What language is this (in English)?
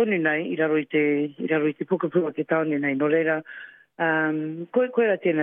Māori